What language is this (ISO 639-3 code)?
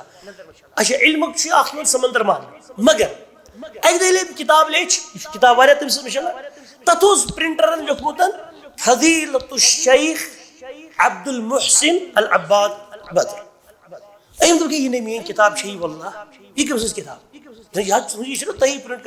kas